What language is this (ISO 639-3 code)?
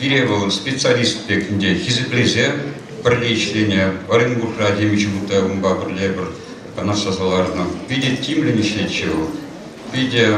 chv